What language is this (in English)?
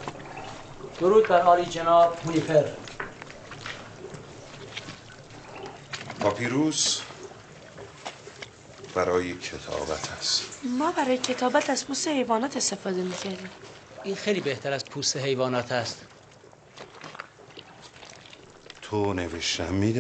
Persian